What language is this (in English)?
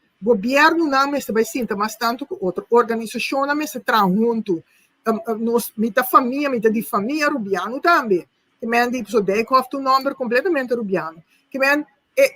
Papiamento